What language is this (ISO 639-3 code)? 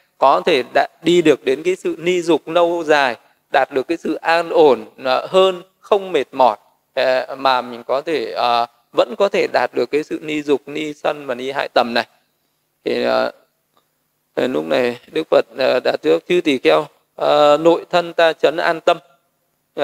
vie